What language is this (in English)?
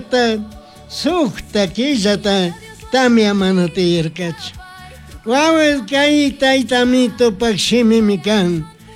Chimborazo Highland Quichua